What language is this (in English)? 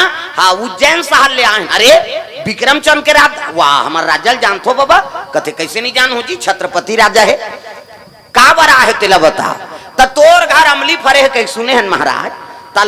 Chhattisgarhi